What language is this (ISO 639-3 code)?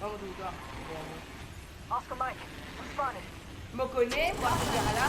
mfe